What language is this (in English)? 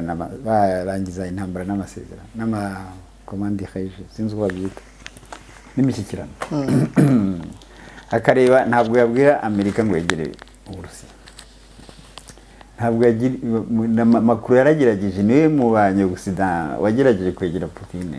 Kinyarwanda